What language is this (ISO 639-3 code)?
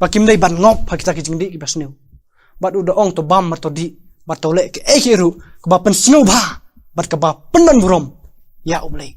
kha